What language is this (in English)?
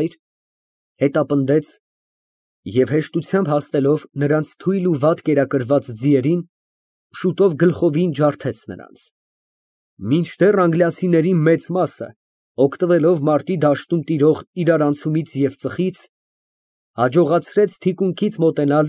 Armenian